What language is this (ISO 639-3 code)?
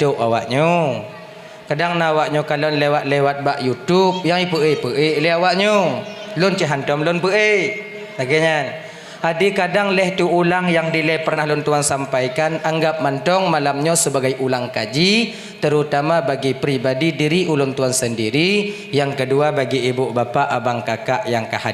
ace